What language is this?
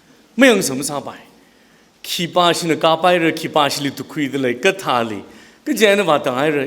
Tangkhul Naga (India)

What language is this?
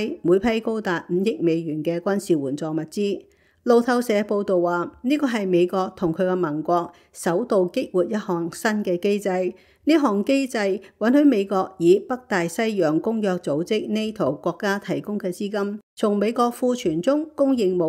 Cantonese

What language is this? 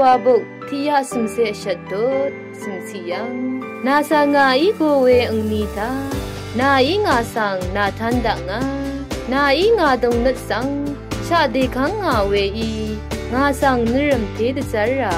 Rawang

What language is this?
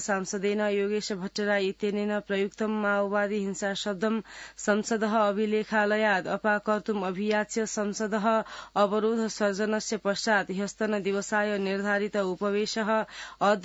Sanskrit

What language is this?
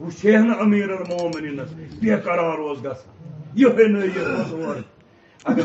Kashmiri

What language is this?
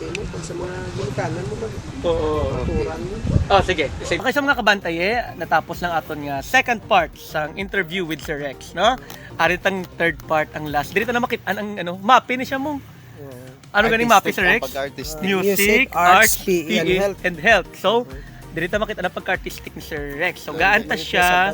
Hiligaynon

